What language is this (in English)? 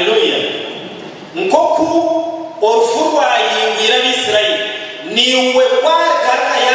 Nyankole